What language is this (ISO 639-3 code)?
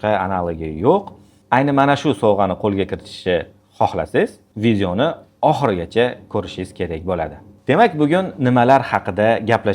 uzb